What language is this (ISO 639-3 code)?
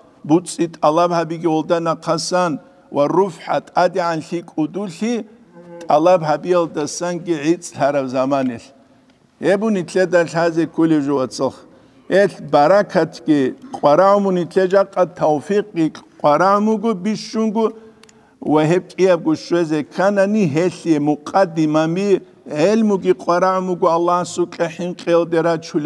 ava